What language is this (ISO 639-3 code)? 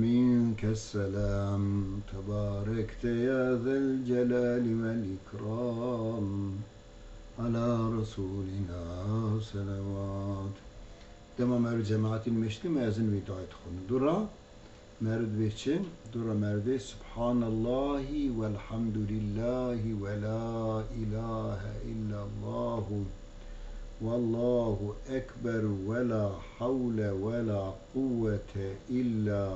kur